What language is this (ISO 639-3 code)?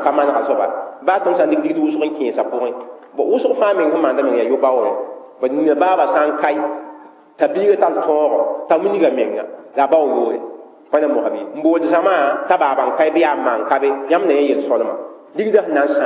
mos